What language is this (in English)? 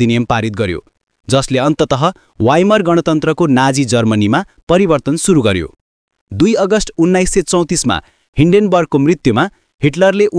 Nepali